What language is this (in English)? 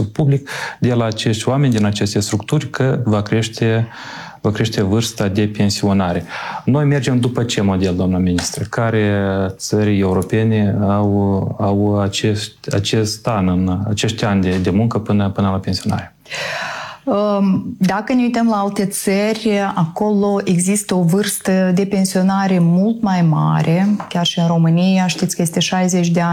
Romanian